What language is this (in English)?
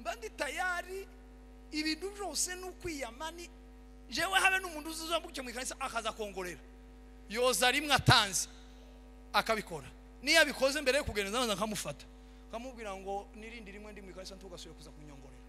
Kinyarwanda